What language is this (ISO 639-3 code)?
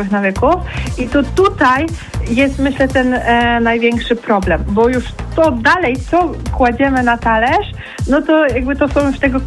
pol